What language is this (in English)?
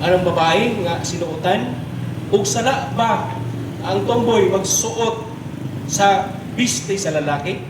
Cebuano